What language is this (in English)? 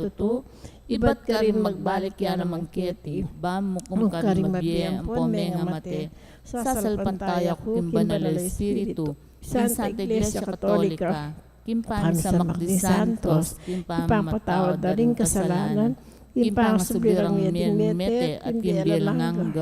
Pampanga